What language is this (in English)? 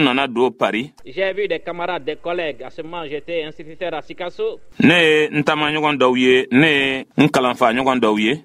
Bambara